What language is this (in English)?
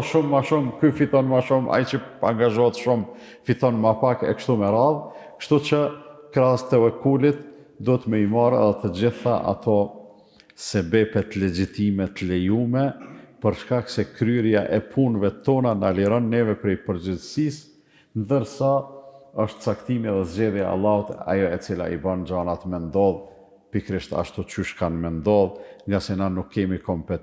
Albanian